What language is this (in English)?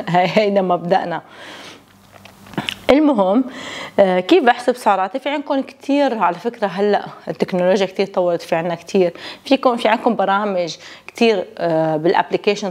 North Levantine Arabic